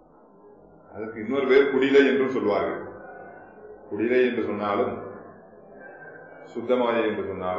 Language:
Tamil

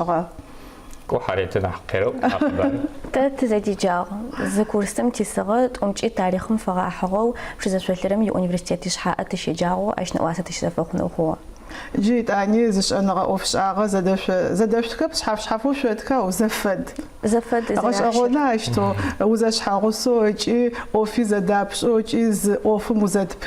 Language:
Adyghe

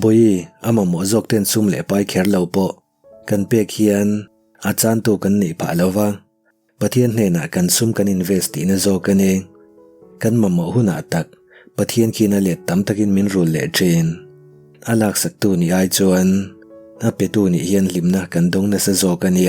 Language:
Mizo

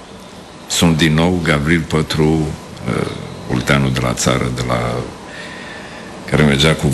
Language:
Romanian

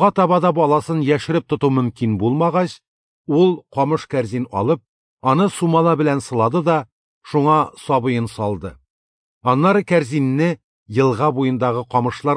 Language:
Tatar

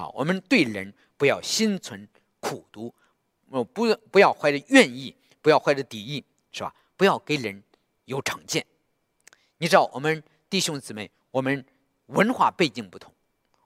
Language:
Chinese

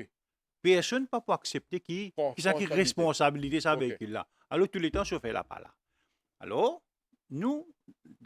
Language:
Morisyen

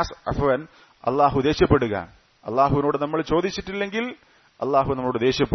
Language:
Malayalam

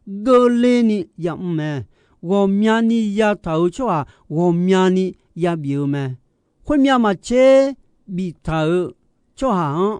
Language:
Akha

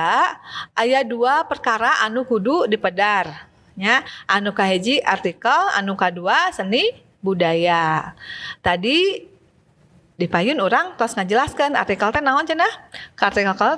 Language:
Sundanese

